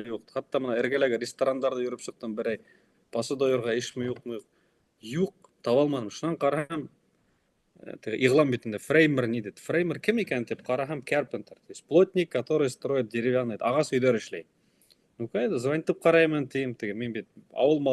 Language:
Bashkir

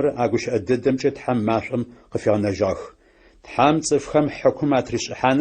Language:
Adyghe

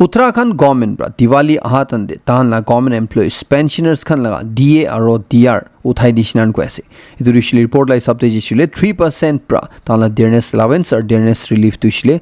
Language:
Naga Pidgin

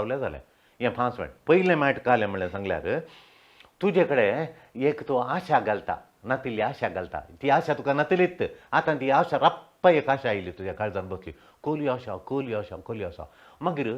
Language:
Konkani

